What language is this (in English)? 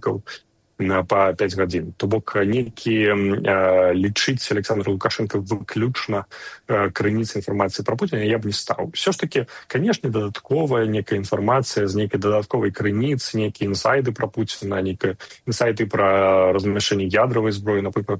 Belarusian